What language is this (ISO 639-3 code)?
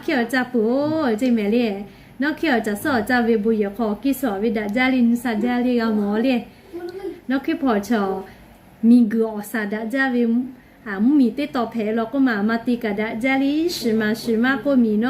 lhu